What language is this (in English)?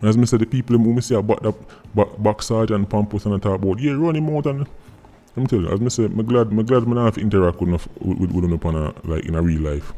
Jamaican Creole English